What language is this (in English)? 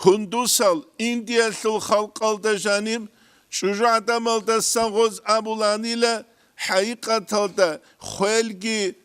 Avaric